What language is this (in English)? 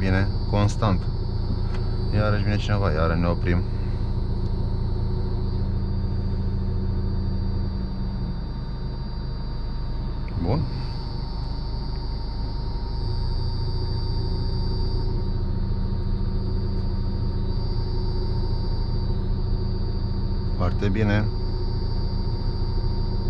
Romanian